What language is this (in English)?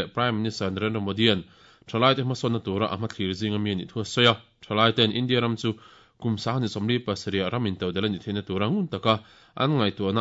Mizo